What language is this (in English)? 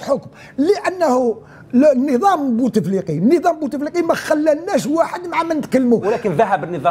Algerian Arabic